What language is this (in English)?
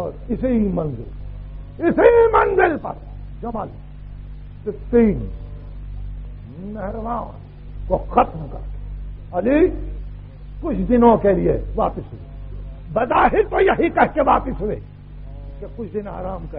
Urdu